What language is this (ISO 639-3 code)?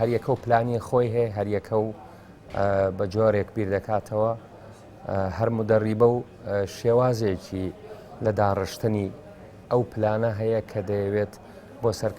ckb